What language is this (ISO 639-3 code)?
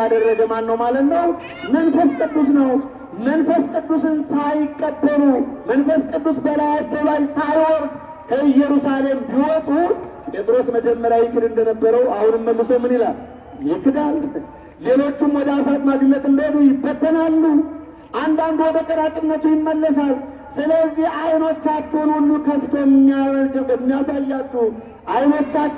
amh